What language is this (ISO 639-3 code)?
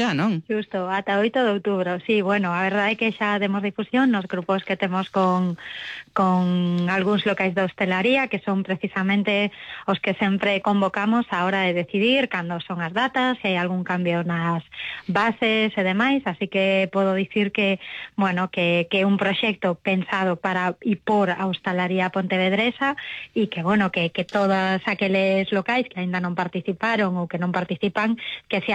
glg